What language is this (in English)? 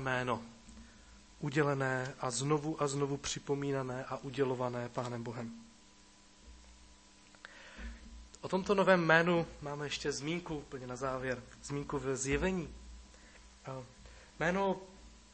Czech